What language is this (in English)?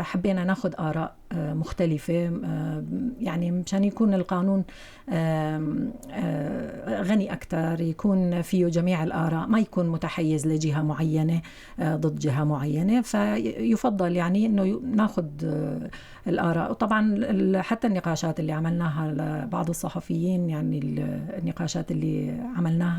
North Levantine Arabic